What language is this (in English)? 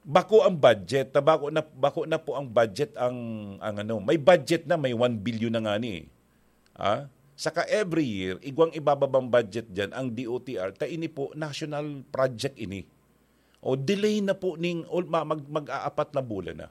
Bikol